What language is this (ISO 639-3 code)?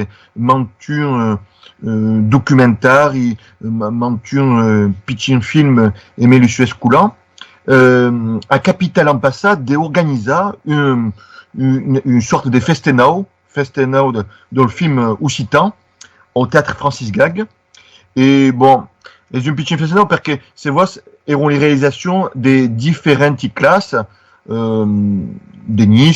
oci